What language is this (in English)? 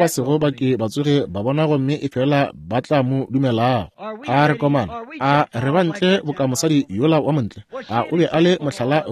Northern Sotho